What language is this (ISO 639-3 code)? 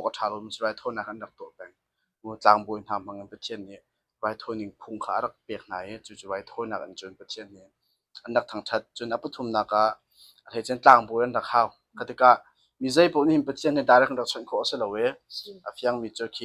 cnh